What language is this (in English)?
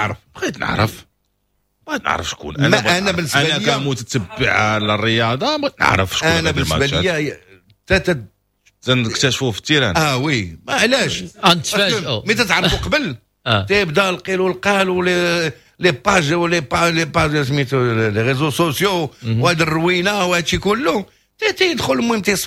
Moroccan Arabic